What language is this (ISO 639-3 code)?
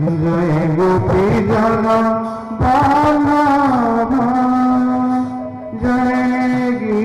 ori